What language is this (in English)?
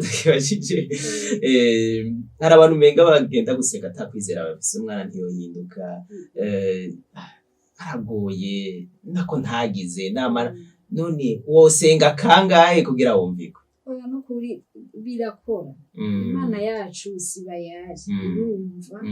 Rundi